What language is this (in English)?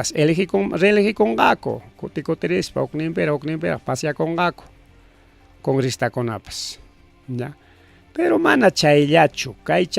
Ayacucho Quechua